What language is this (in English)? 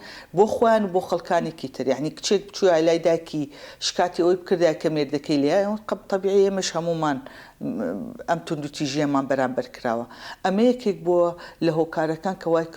Central Kurdish